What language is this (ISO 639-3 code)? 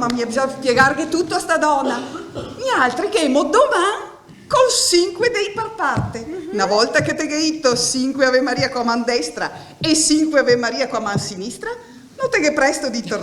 vec